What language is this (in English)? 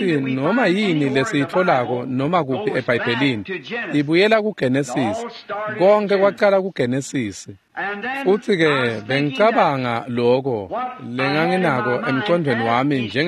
Swati